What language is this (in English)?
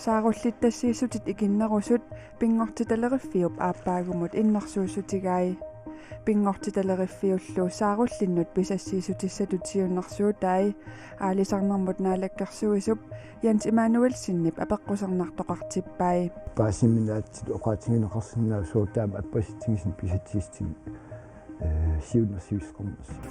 Kalaallisut